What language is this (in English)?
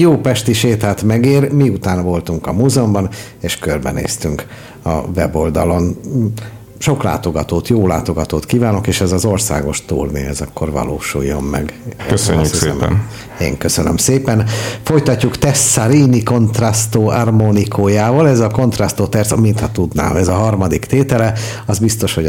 Hungarian